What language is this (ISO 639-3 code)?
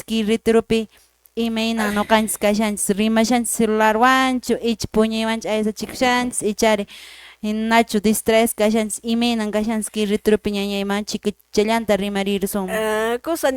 que